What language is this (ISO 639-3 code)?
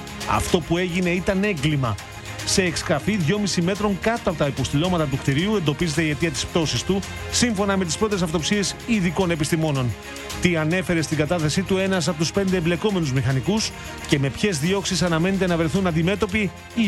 ell